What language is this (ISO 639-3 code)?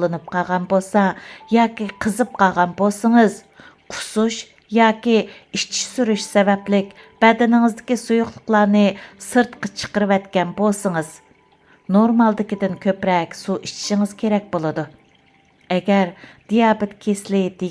uig